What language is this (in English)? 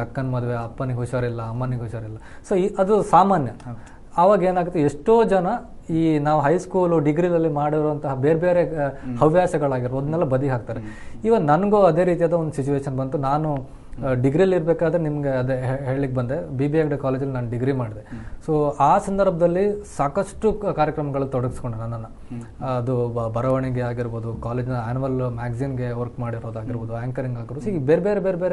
Kannada